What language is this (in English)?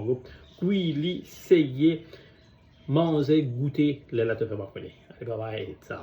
Morisyen